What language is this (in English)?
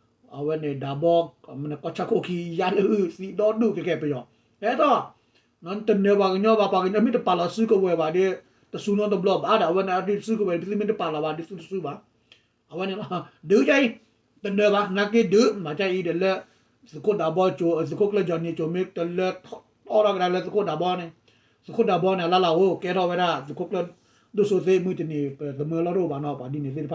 S'gaw Karen